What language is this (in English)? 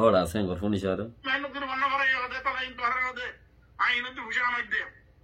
Rohingya